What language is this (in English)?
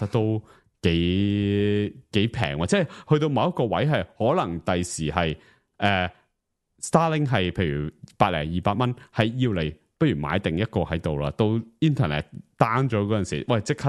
Cantonese